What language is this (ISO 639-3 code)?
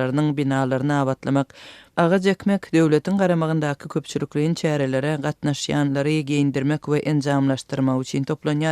tuk